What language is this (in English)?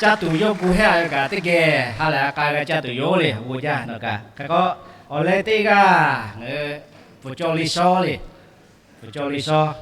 Lahu